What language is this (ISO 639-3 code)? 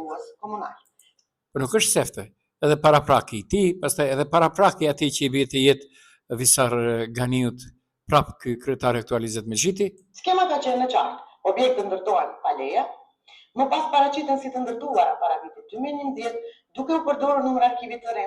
sqi